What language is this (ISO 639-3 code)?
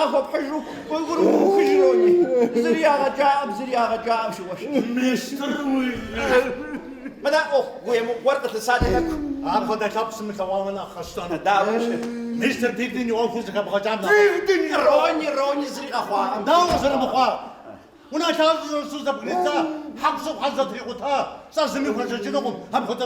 kbd